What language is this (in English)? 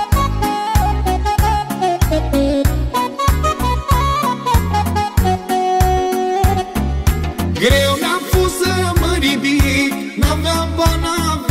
Romanian